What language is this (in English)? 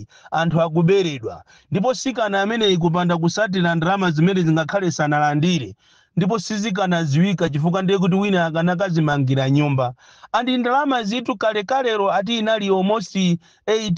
Nyanja